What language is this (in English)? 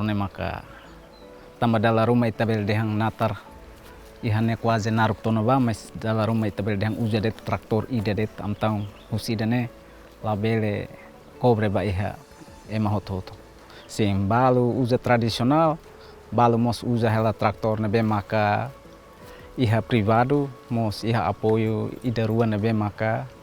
Tetum